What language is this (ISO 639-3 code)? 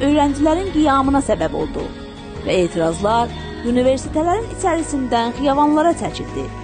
azb